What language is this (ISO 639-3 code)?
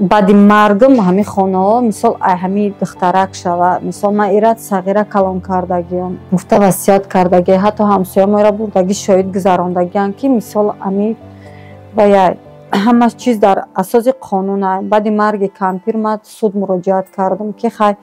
tgk